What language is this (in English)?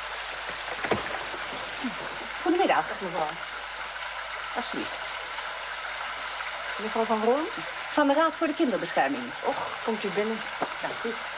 Dutch